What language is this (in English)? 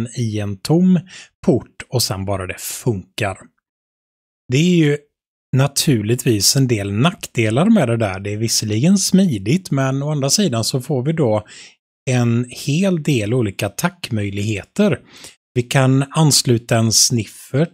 Swedish